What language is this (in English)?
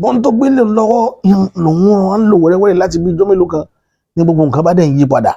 Yoruba